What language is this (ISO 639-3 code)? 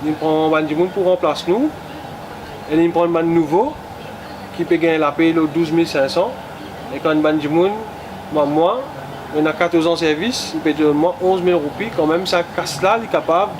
mfe